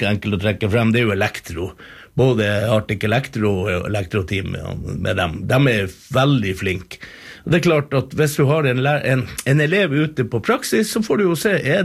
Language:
Norwegian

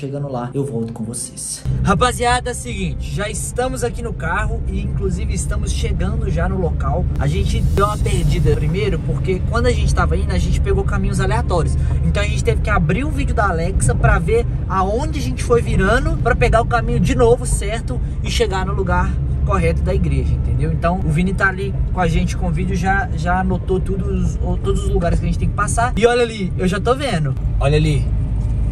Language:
Portuguese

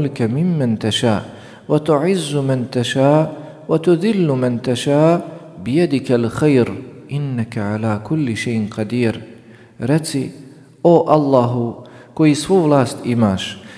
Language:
Bosnian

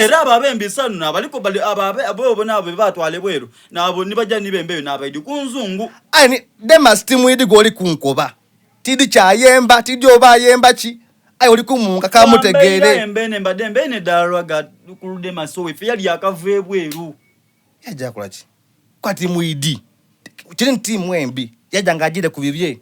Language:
Soga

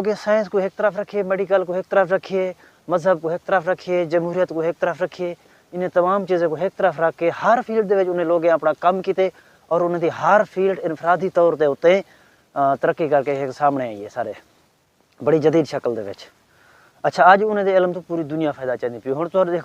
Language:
Saraiki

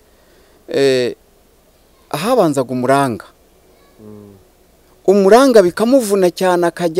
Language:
Kinyarwanda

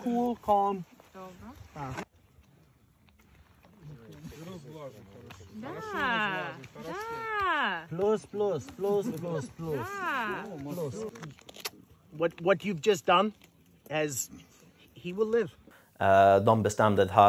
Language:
Swedish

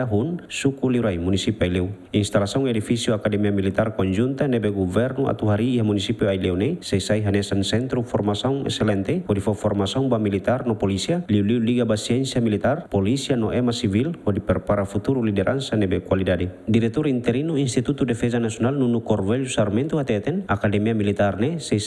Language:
Tetum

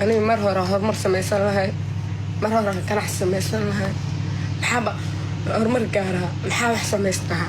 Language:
Somali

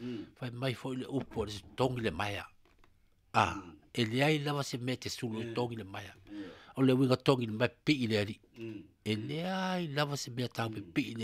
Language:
Samoan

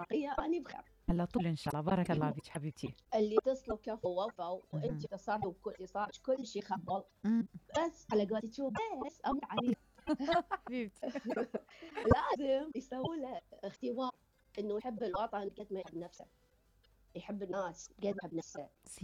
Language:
Mesopotamian Arabic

